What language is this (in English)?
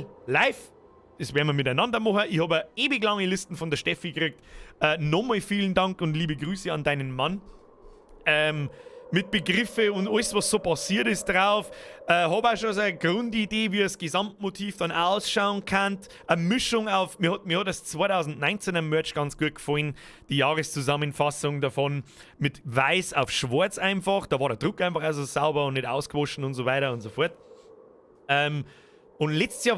Bavarian